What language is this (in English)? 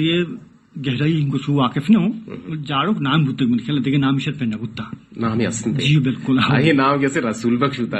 Baluchi